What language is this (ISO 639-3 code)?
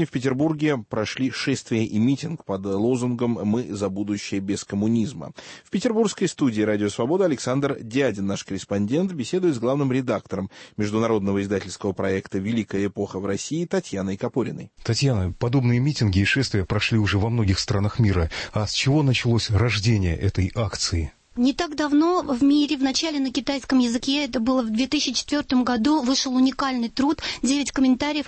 rus